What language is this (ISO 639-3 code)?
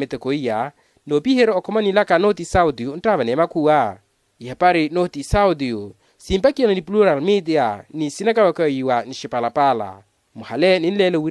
vmw